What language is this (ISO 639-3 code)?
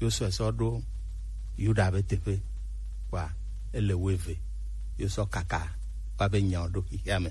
gej